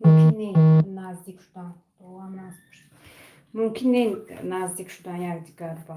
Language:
Tajik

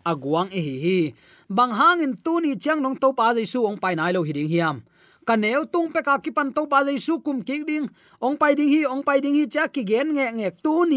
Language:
Tedim Chin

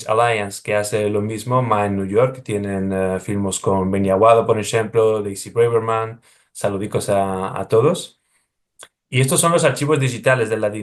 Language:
Ladino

